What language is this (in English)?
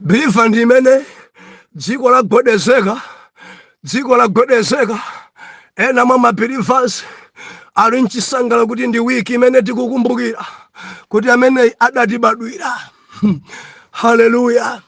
Nyanja